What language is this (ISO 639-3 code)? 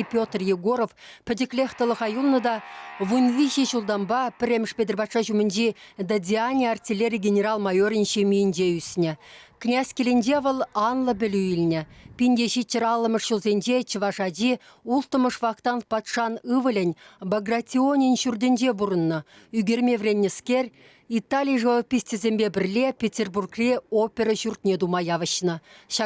chv